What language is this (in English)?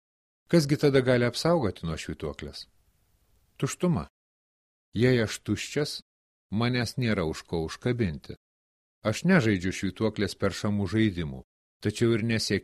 Lithuanian